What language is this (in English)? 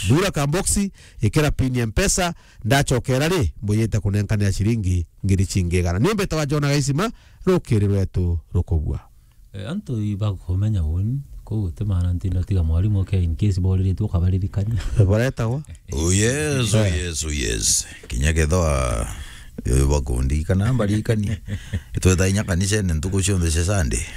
Meru